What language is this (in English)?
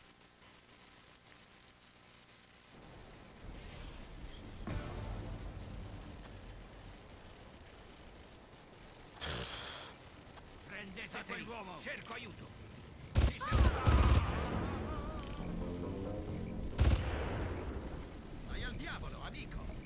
Italian